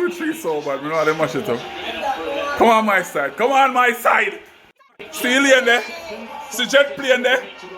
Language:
Jamaican Creole English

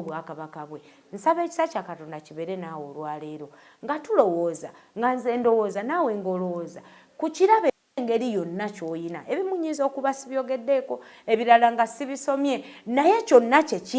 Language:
Ganda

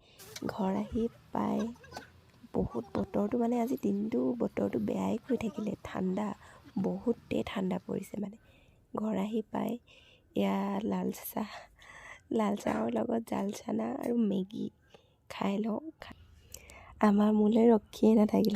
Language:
Assamese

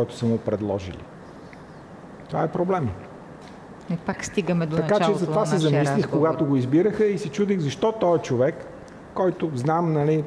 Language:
Bulgarian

